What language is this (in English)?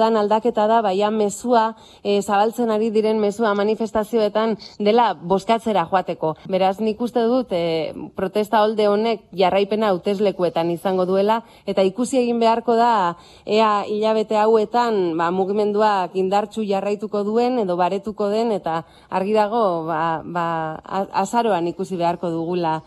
Basque